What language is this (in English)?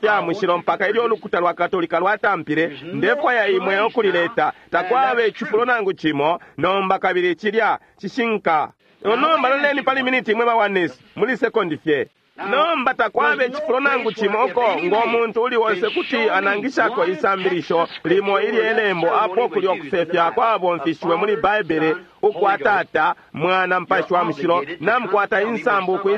Bemba